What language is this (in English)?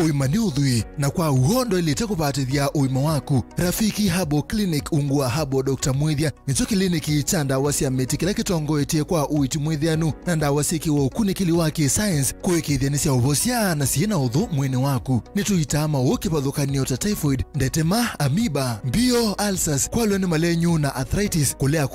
Kamba